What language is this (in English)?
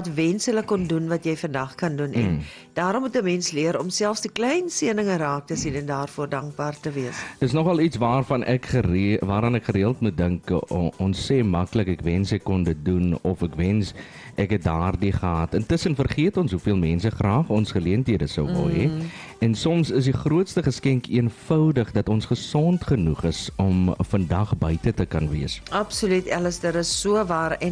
Afrikaans